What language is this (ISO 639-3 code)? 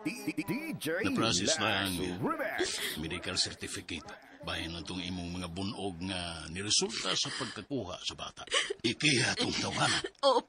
ceb